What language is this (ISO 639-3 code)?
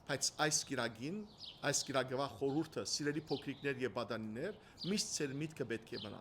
hyw